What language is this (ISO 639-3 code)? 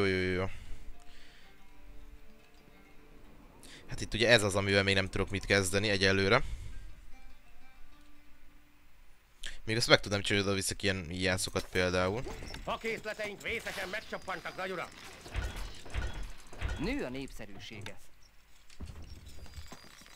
hun